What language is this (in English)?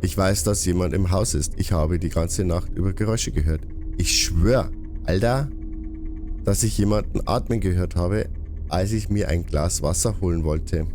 Bavarian